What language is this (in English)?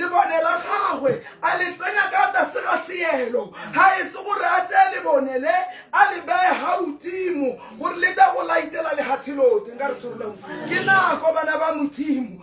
Tswana